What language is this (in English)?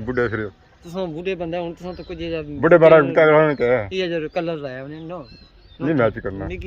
Pahari-Potwari